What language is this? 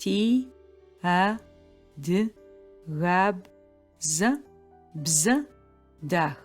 Adyghe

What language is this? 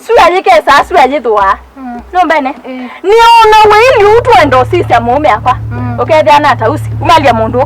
Kamba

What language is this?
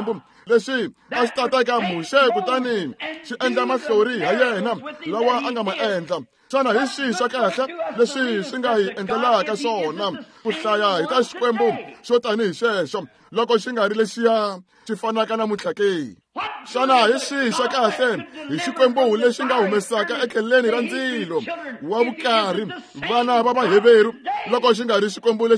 Tsonga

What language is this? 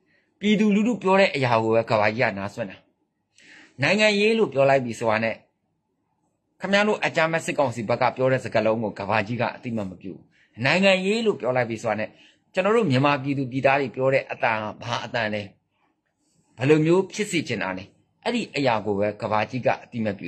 Burmese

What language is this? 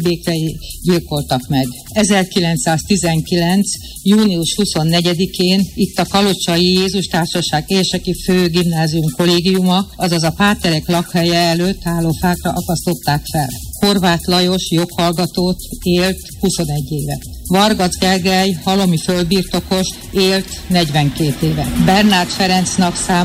Hungarian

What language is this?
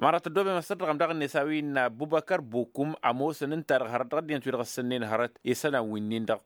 Tamasheq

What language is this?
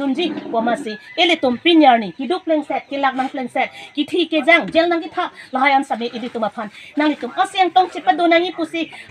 Karbi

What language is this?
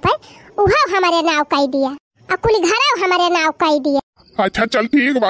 Awadhi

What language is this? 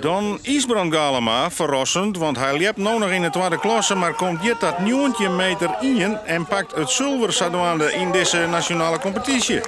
Western Frisian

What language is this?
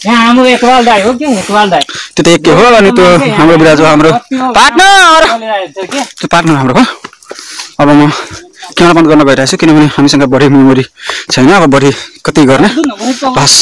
Nepali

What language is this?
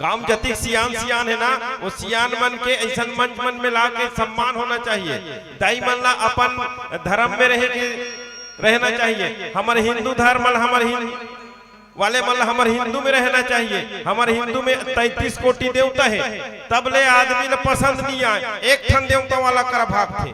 Chhattisgarhi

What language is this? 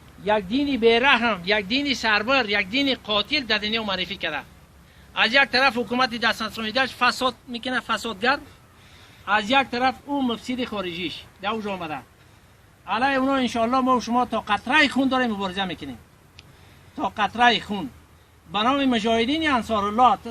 Tajik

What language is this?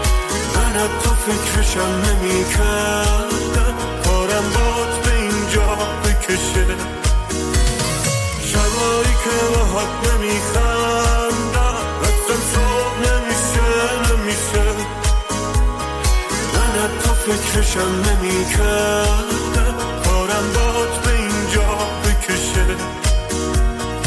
Persian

